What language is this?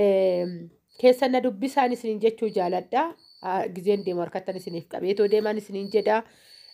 Oromo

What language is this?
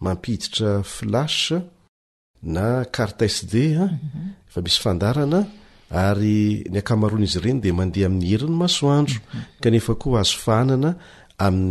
Malagasy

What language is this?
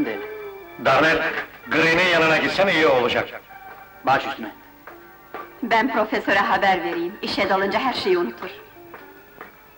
Turkish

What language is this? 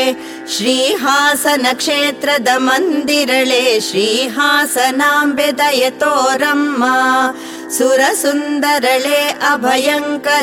Kannada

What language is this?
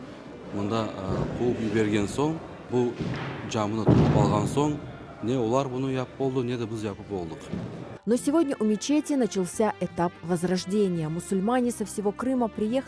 Crimean Tatar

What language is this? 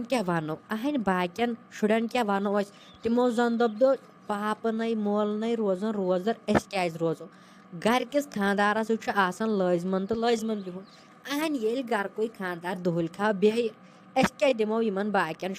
Kashmiri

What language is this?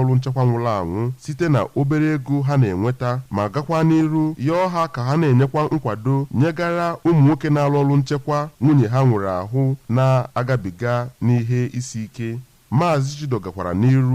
Igbo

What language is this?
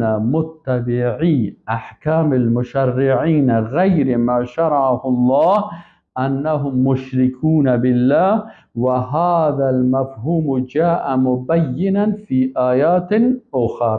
Persian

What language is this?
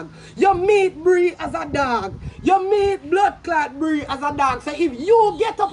Jamaican Creole English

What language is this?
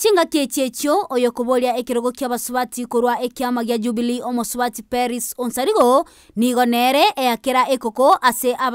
Gusii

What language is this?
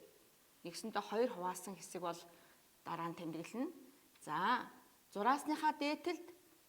Mongolian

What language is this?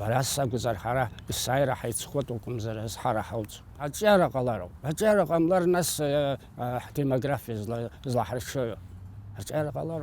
Abkhazian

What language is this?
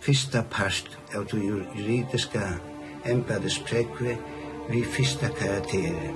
Faroese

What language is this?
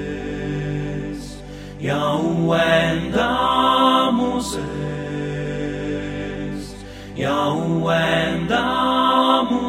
Estonian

